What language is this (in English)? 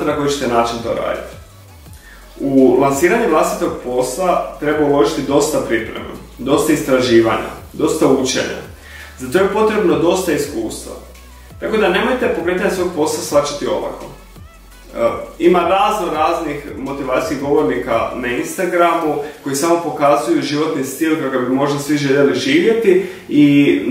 Croatian